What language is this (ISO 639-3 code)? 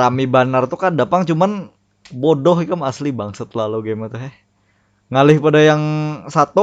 bjn